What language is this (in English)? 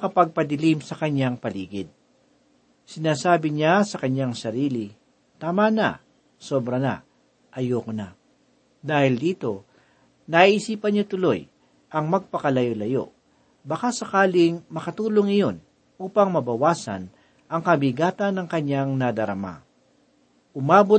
Filipino